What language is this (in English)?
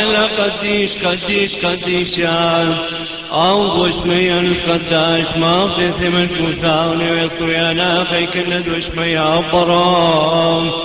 Classical Syriac